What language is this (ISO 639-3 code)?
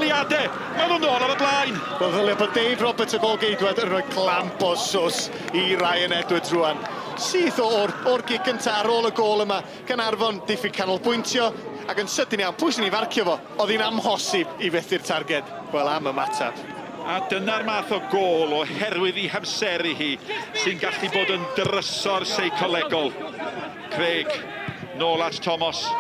cym